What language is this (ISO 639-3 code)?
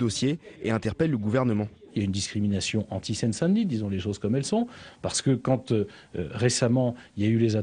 fra